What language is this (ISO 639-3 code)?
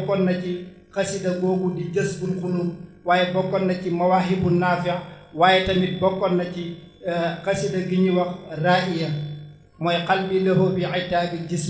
wol